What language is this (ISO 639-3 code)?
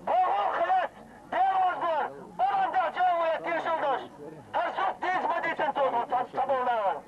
che